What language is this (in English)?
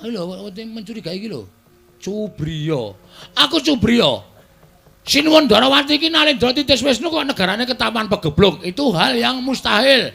Javanese